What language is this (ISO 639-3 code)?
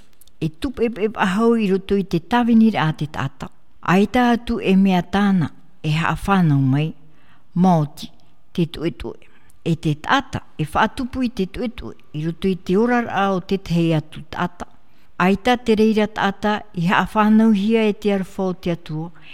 tah